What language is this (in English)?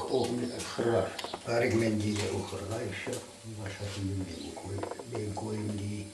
Crimean Tatar